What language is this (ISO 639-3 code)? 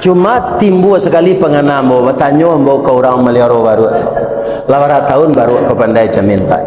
min